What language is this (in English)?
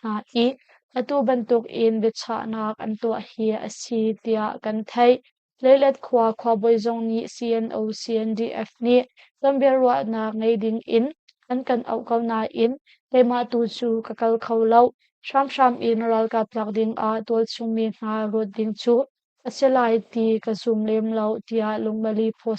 Hakha Chin